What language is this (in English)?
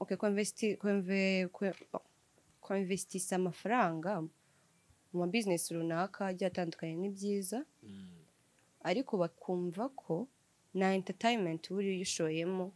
Kinyarwanda